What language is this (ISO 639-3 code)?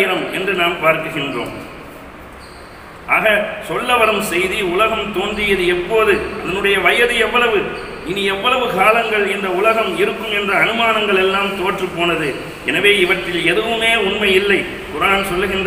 tam